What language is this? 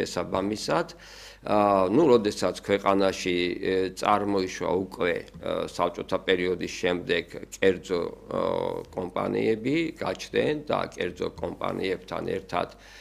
Georgian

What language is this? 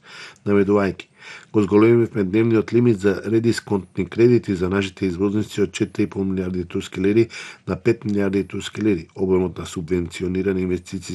Macedonian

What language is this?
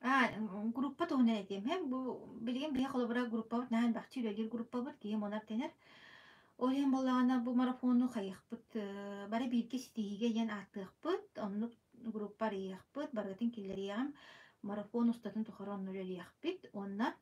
Yakut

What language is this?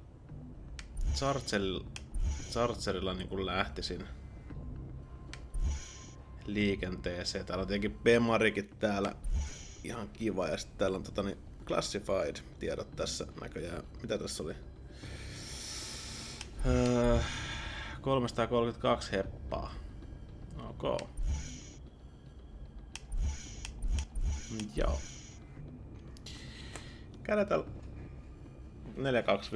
Finnish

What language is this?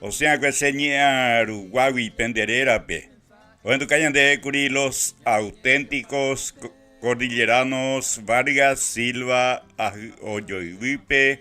Guarani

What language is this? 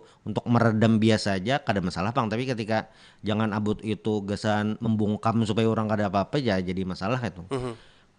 Banjar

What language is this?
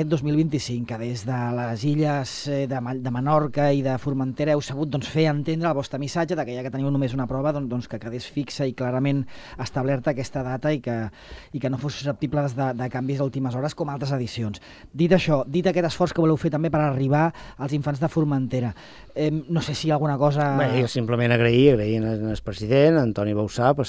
Catalan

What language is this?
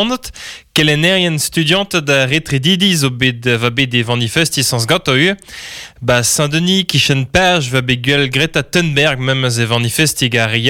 Breton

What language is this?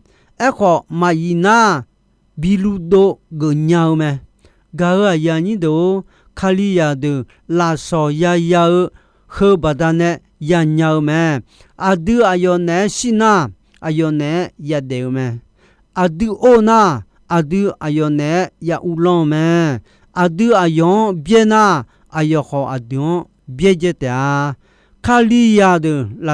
Akha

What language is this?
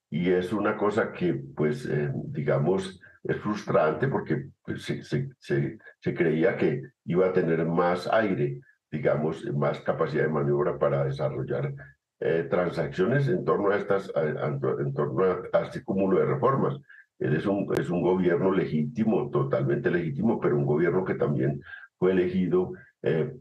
Spanish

